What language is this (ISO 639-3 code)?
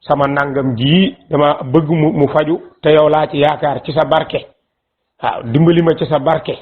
wol